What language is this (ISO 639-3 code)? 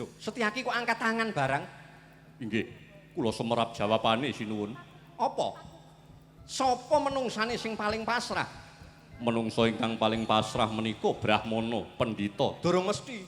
jav